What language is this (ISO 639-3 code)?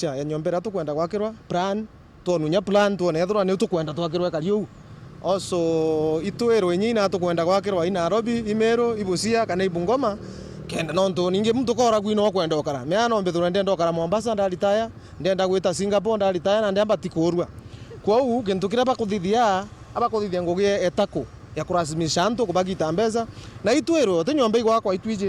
mer